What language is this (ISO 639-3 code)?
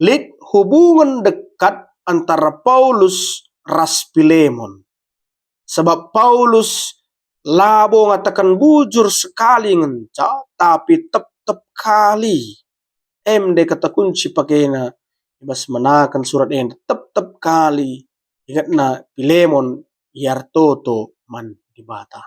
btx